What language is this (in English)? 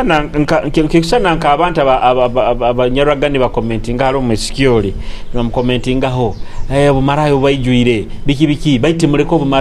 Nyoro